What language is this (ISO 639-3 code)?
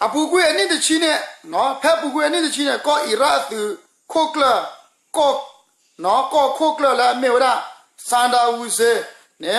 ksw